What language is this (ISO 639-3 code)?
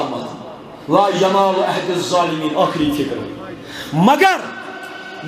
kas